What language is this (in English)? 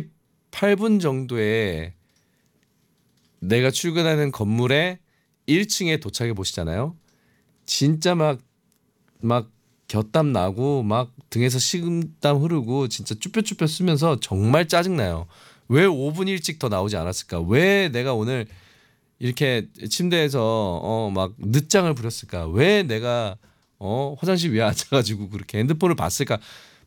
Korean